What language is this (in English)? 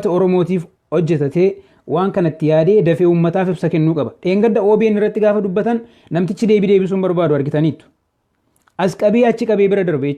Oromo